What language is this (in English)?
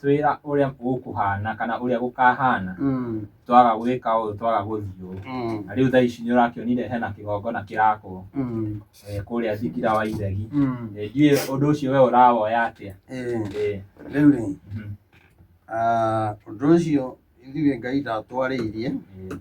Kikuyu